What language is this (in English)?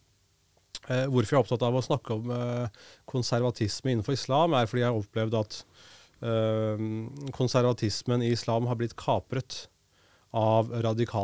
Norwegian